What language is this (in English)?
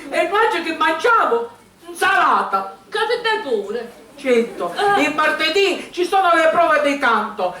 Sicilian